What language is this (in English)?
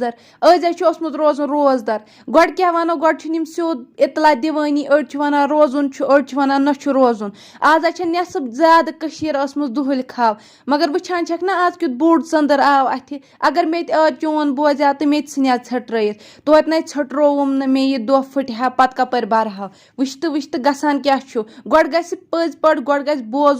Kashmiri